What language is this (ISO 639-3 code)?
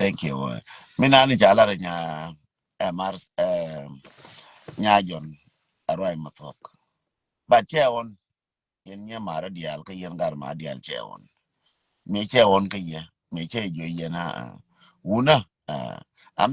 nus